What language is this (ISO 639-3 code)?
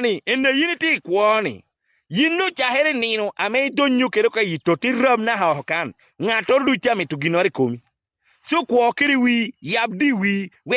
ach